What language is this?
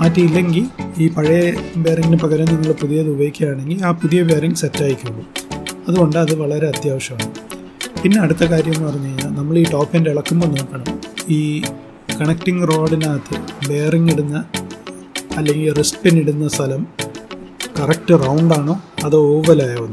Malayalam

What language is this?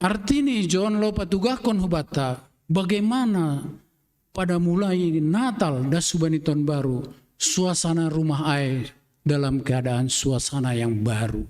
Batak Simalungun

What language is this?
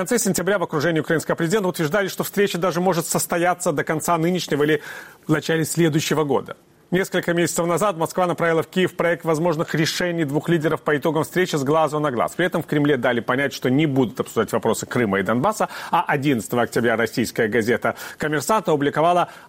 Russian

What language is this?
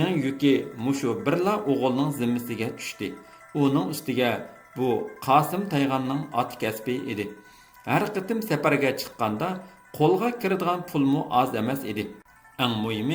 Uyghur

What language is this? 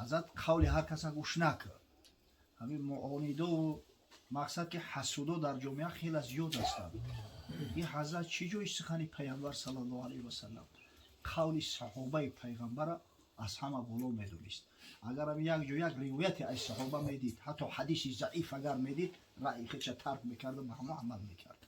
Tajik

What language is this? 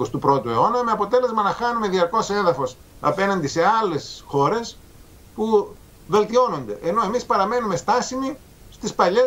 Greek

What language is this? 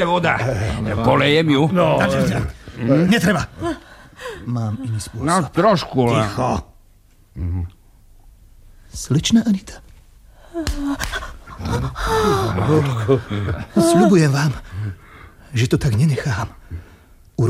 Slovak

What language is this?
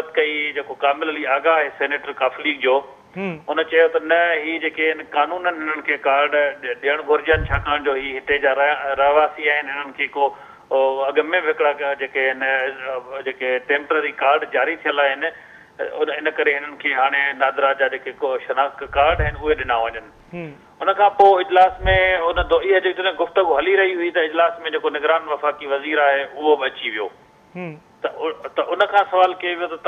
Sindhi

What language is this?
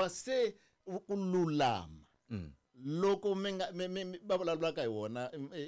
Tsonga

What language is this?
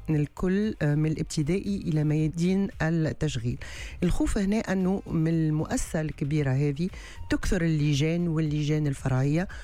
Tunisian Arabic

